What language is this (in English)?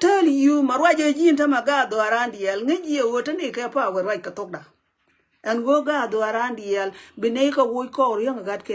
Nuer